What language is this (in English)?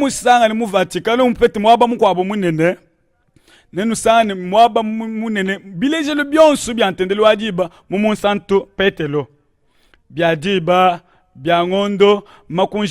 Luba-Lulua